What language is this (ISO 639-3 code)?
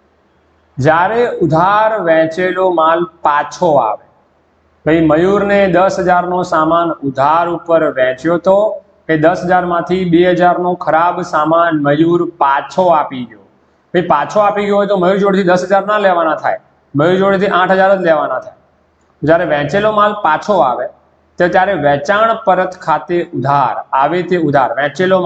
guj